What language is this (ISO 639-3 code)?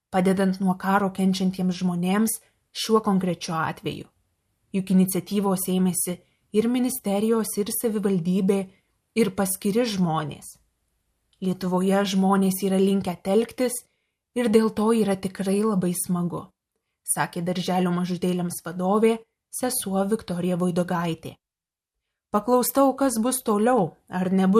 lit